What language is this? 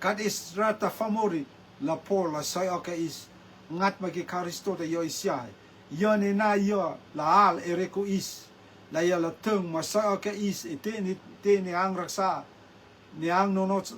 Rotuman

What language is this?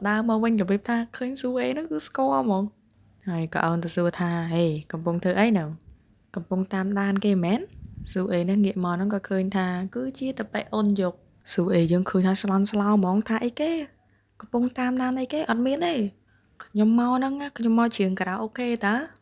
Khmer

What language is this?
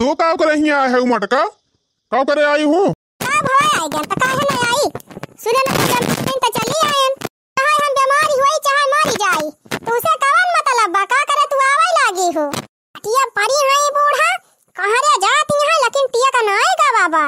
Awadhi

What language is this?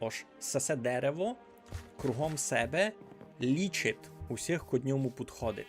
Rusyn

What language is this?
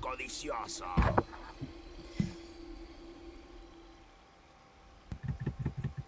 Spanish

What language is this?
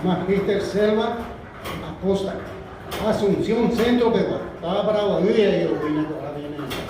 Guarani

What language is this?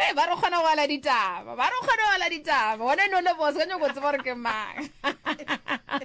Northern Sotho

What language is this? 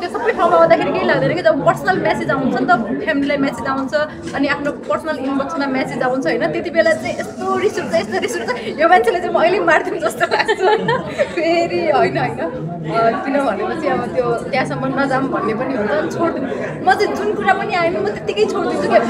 Nepali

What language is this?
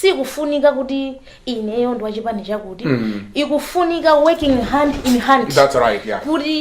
Nyanja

